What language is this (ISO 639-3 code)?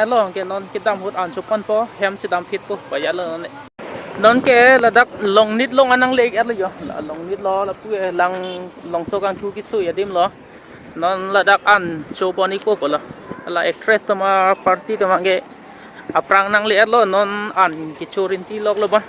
mjw